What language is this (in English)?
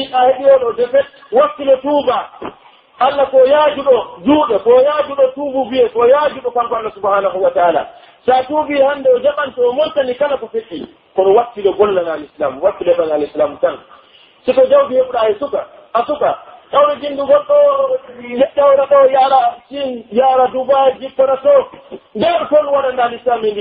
Pular